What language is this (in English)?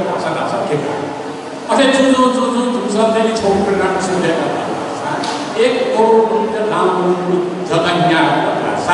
Newari